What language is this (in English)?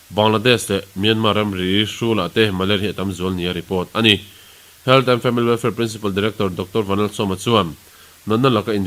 Mizo